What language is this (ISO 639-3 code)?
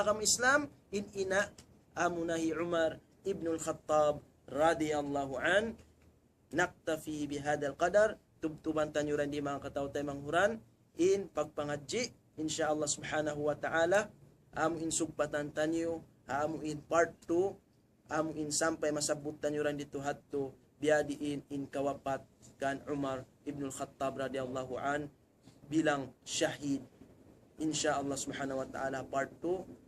tsg